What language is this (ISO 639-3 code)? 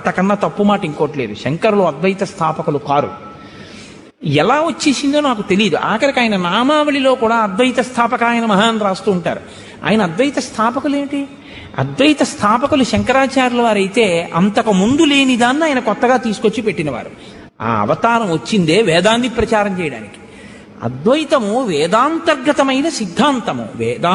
tel